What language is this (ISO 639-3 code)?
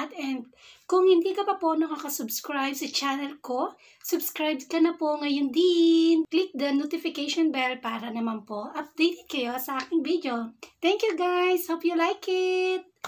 fil